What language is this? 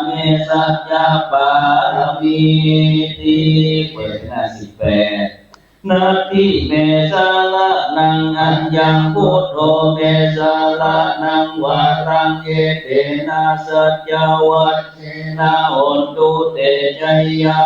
Pali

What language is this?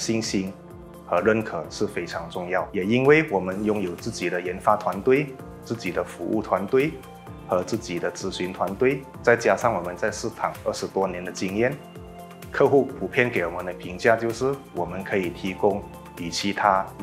Chinese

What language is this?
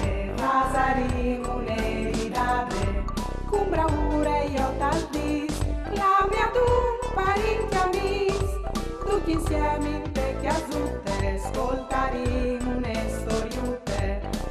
Friulian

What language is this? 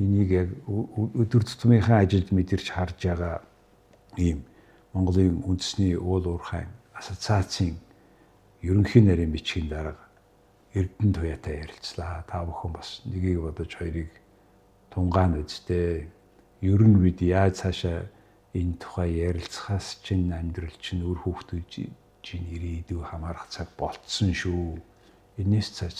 Mongolian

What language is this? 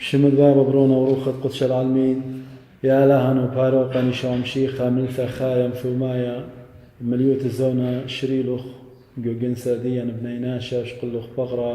Assyrian Neo-Aramaic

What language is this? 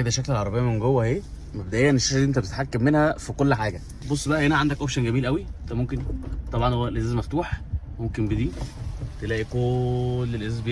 Egyptian Arabic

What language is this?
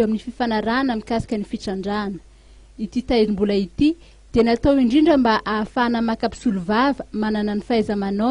Malagasy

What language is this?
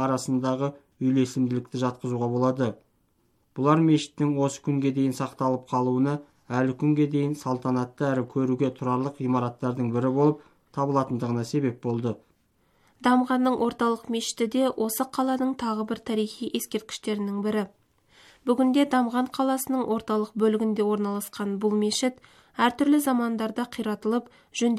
Kazakh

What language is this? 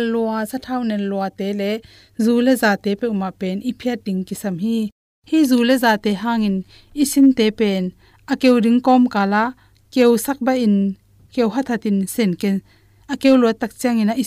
Tedim Chin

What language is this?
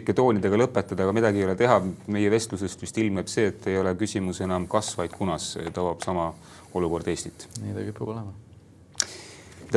Estonian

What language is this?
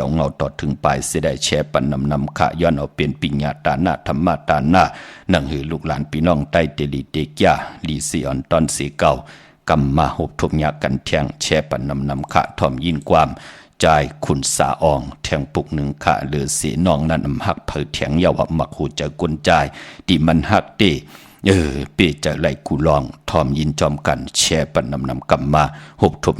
Shan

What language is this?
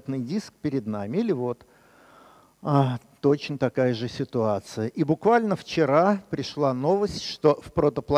Russian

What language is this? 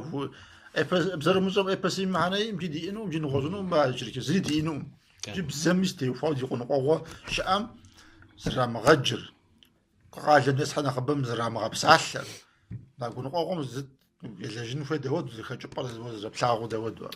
Kabardian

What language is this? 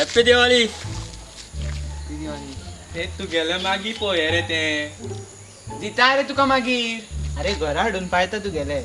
Konkani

